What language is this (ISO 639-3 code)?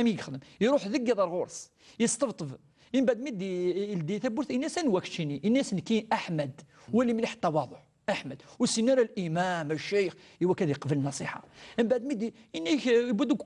kab